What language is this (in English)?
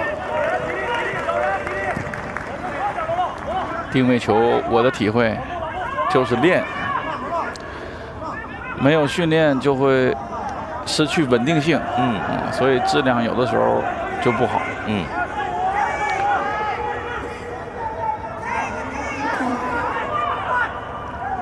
Chinese